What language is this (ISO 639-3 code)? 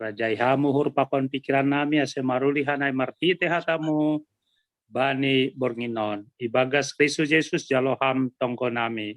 bts